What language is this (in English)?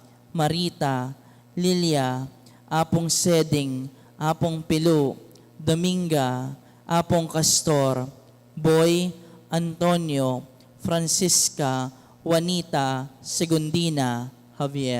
Pampanga